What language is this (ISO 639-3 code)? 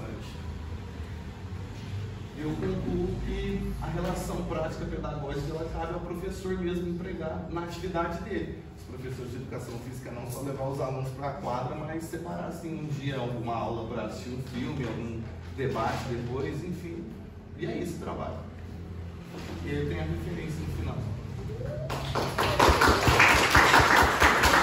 por